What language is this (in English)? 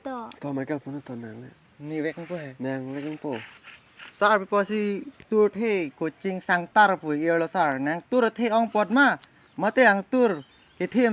Karbi